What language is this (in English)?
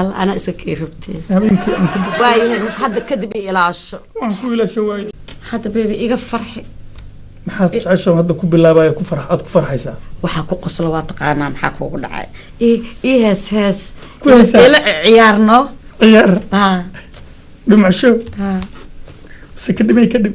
Somali